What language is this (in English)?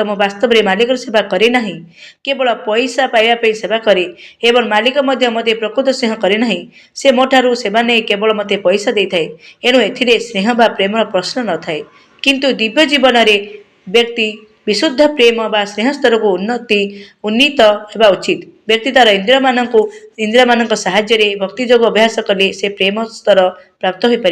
Odia